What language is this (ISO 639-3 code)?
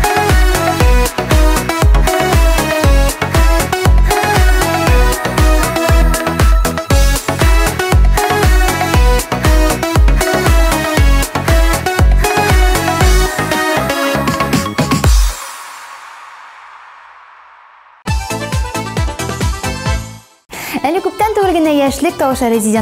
tat